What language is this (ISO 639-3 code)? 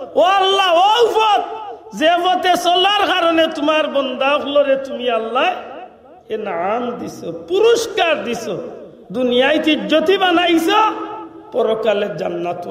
syl